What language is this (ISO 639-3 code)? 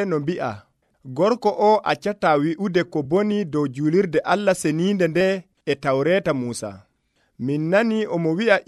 fuv